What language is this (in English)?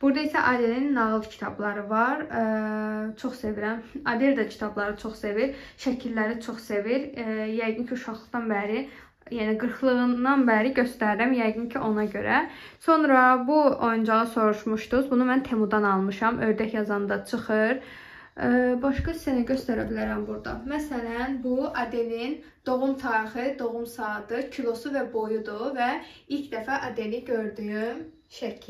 Azerbaijani